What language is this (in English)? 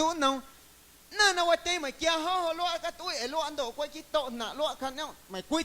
Guerrero Amuzgo